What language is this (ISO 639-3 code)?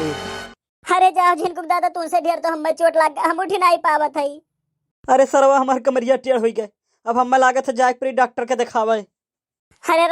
awa